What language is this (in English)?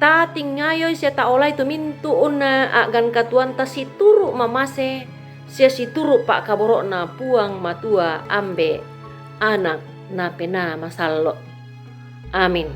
Toraja-Sa'dan